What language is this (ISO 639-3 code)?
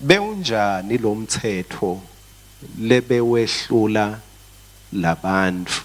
ssw